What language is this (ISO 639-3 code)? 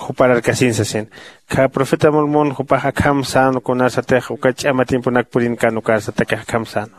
aym